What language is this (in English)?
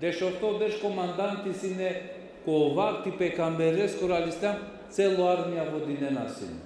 Balkan Romani